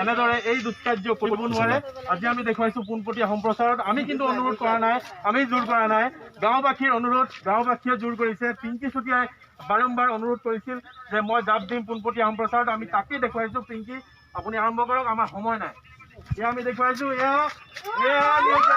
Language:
Assamese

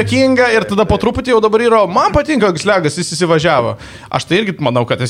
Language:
Lithuanian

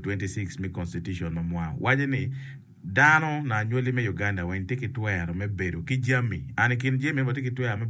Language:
Acoli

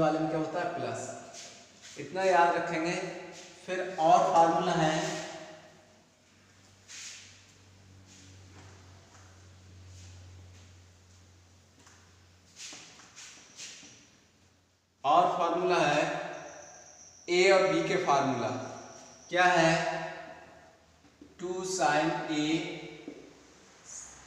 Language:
Hindi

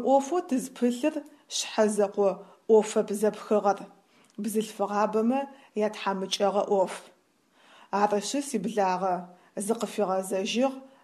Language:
Adyghe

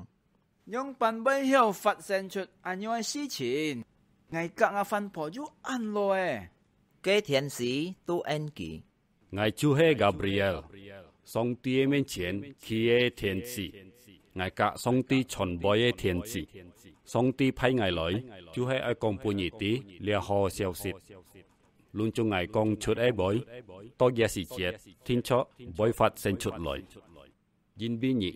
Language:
Hakka Chinese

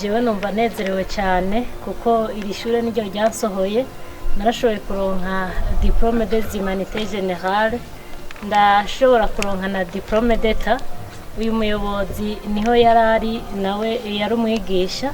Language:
Rundi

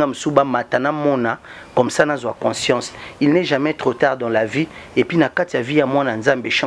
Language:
Lingala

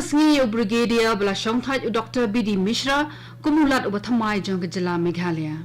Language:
Khasi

